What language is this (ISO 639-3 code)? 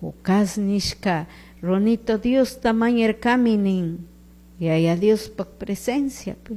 qug